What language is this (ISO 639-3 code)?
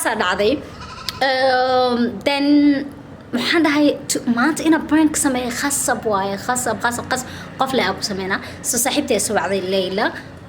som